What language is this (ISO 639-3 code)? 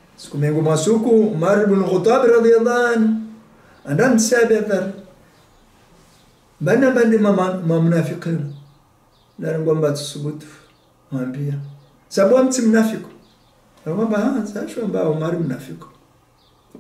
swa